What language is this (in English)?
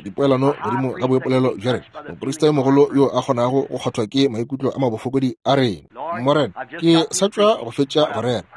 Northern Sotho